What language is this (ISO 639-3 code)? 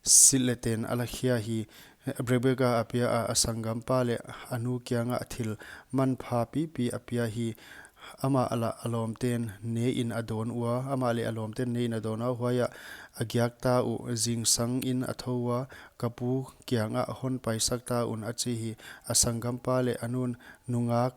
pck